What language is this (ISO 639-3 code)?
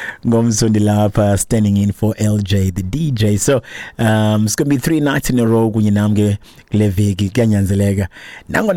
xho